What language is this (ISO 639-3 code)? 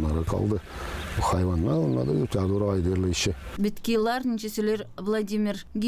gag